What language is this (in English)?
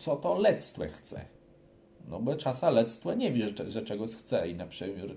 Kashubian